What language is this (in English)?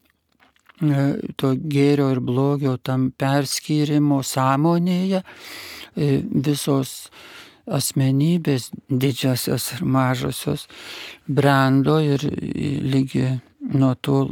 Lithuanian